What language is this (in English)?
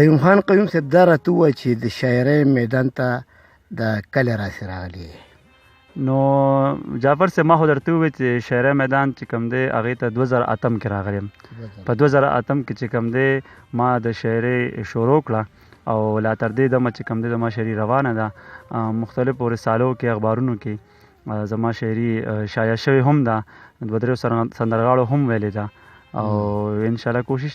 Pashto